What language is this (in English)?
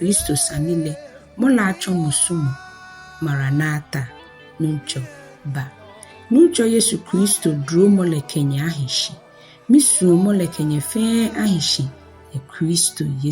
Ga